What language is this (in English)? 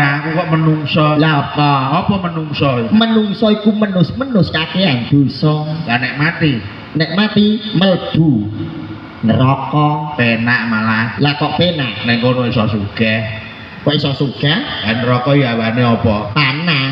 Javanese